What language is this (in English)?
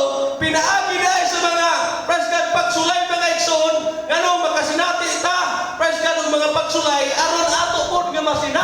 Cebuano